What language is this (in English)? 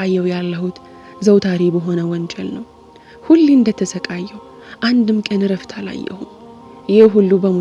Amharic